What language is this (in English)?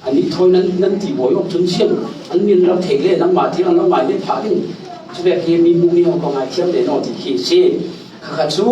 Falam Chin